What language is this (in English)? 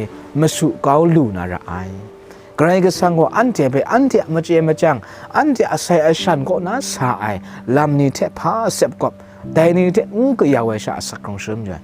Kachin